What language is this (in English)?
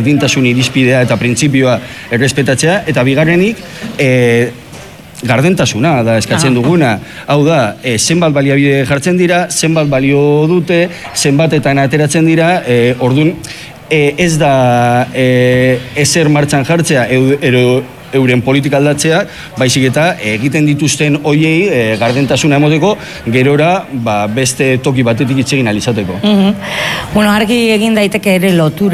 Basque